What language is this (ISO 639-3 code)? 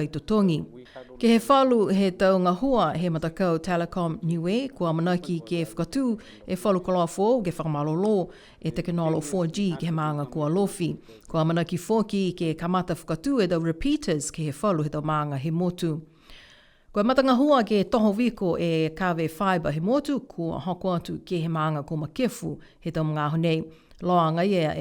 niu